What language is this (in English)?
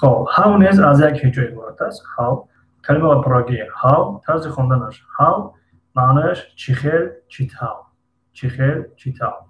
Tajik